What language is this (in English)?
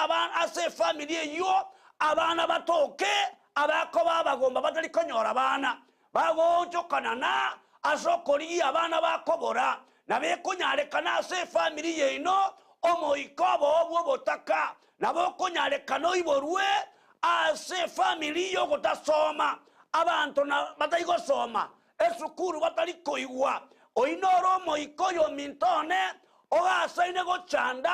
Gusii